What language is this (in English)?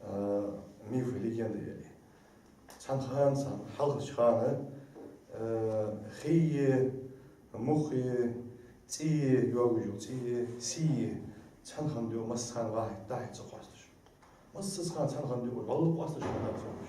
Ingush